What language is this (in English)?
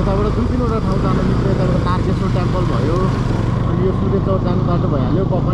Nepali